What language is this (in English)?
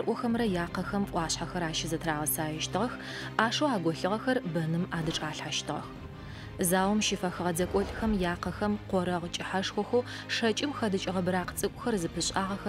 Adyghe